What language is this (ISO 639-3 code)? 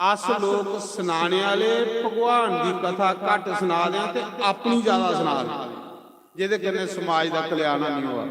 doi